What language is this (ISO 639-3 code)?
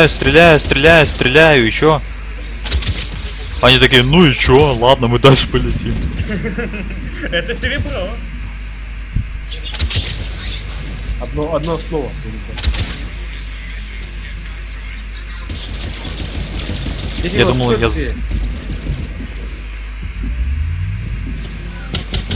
rus